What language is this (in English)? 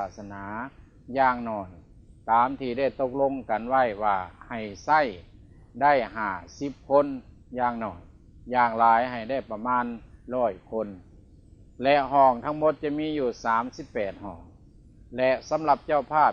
Lao